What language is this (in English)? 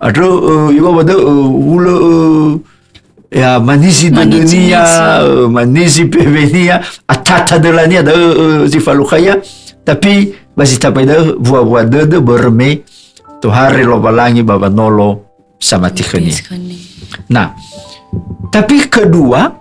Nias